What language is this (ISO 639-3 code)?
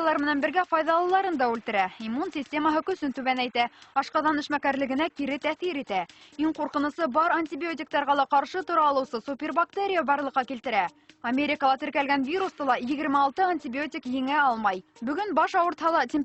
bak